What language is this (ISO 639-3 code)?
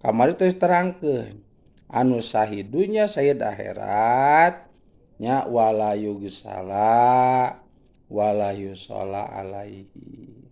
sun